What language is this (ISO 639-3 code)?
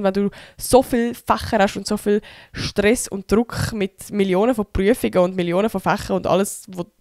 gsw